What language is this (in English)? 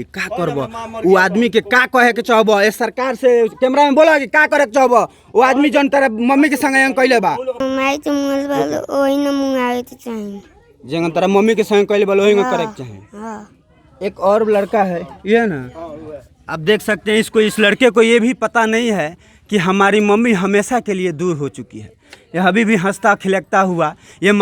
Bhojpuri